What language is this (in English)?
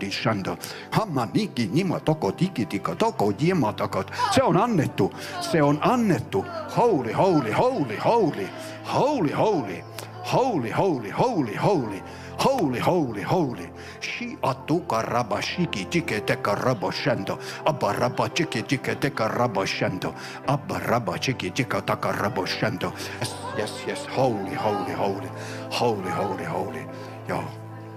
Finnish